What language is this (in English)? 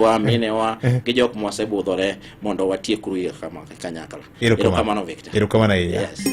Luo (Kenya and Tanzania)